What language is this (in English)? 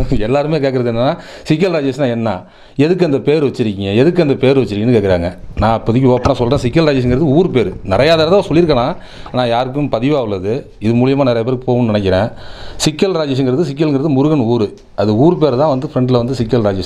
Tamil